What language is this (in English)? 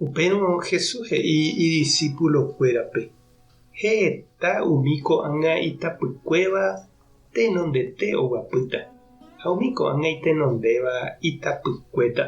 Guarani